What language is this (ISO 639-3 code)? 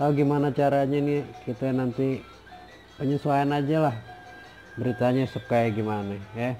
bew